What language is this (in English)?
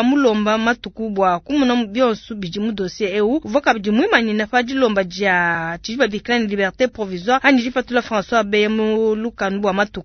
Luba-Lulua